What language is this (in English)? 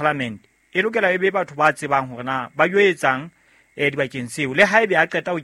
Southern Sotho